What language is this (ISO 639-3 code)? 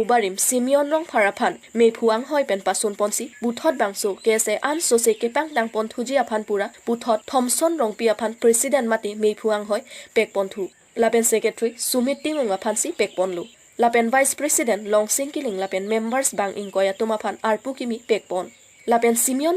mjw